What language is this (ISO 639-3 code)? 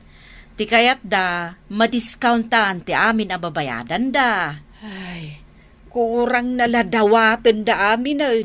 ilo